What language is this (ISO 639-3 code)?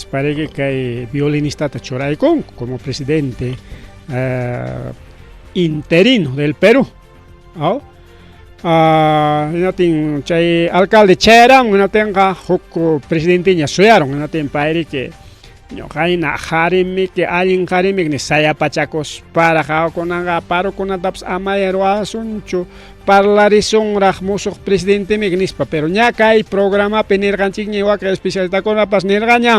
quy